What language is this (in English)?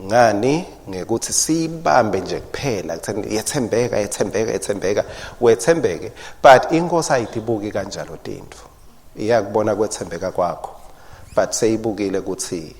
Swati